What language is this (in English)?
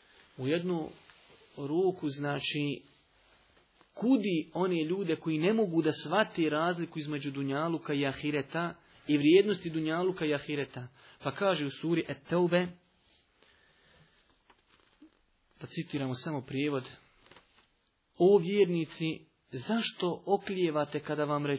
Bosnian